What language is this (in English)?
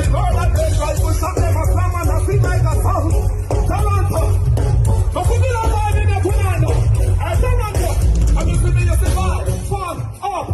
Jamaican Creole English